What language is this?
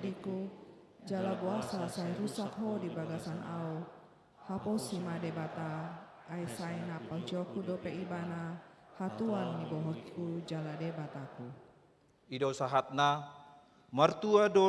Batak Toba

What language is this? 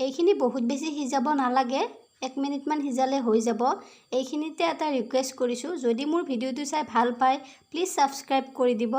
Assamese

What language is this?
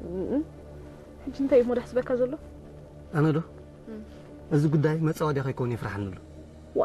Tigrinya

